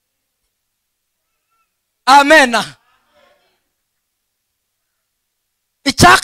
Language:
Kinyarwanda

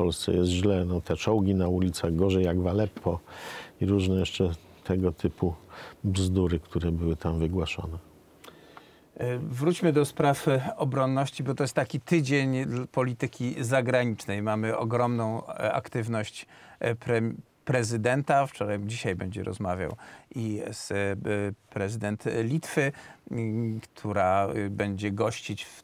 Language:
Polish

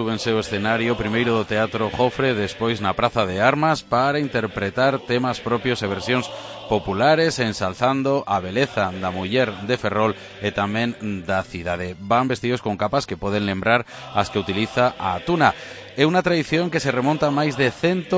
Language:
Galician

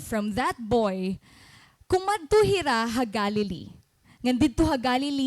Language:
Waray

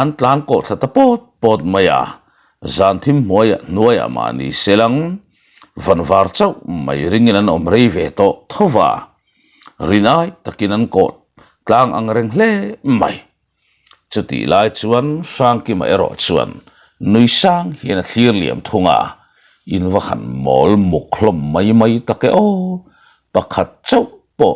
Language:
Mizo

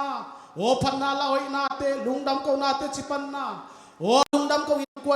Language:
Tedim Chin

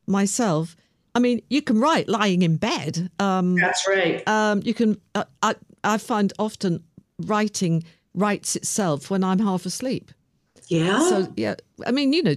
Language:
English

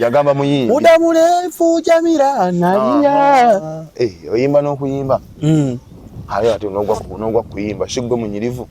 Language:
Ganda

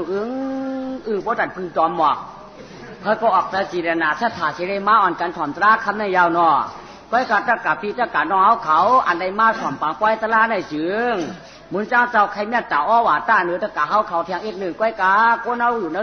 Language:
Shan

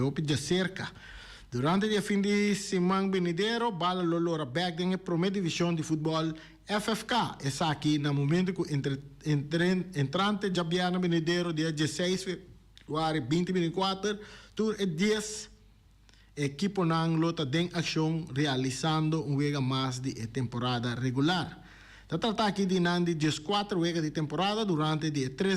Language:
Papiamento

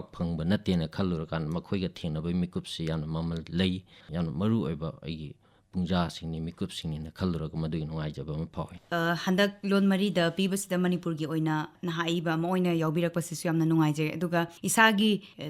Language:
Manipuri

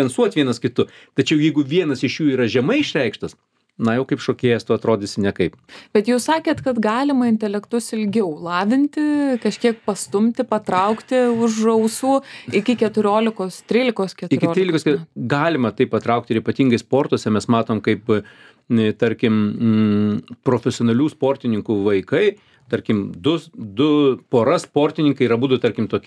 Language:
Lithuanian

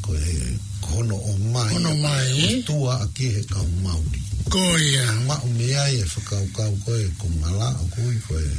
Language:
Tongan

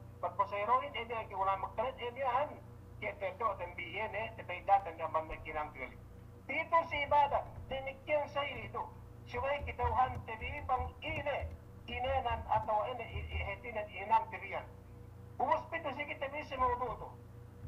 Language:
Yakan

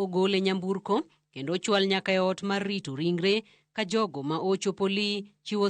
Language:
Luo (Kenya and Tanzania)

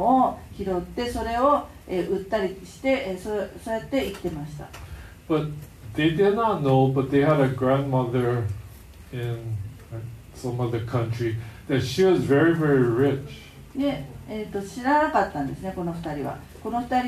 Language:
Japanese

